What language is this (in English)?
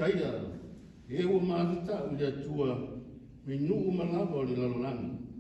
Samoan